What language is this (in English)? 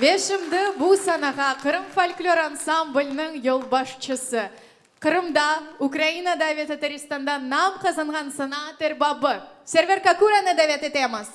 Crimean Tatar